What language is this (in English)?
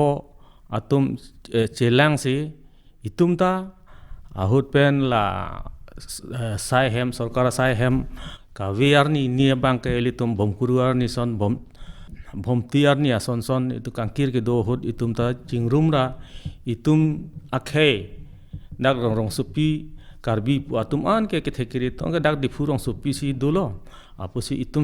Karbi